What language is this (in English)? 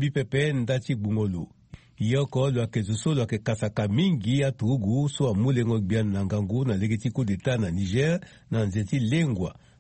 Sango